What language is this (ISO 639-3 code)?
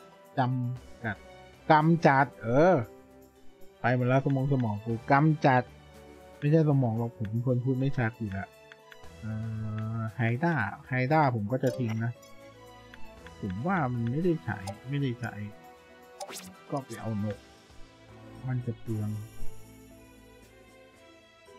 tha